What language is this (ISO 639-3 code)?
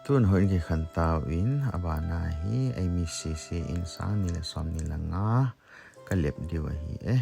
tcz